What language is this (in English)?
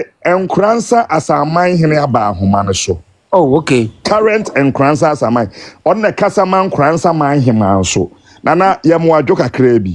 Akan